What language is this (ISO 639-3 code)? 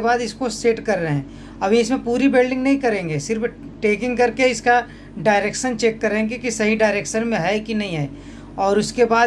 hin